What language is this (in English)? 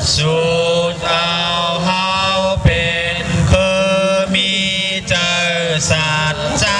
Shan